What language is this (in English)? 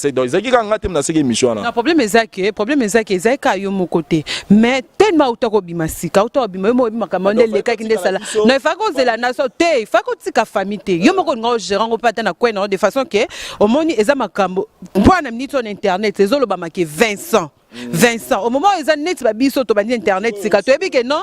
Lingala